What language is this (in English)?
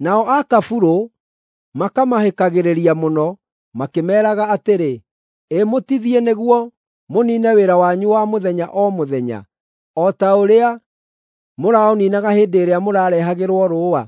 Kikuyu